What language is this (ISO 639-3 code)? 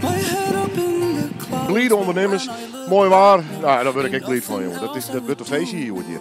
fry